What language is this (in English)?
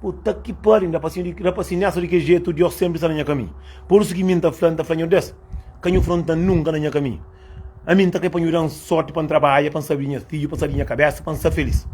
Kabuverdianu